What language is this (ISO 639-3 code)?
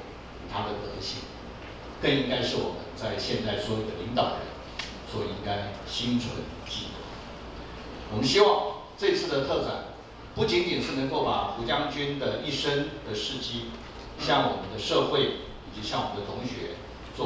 zho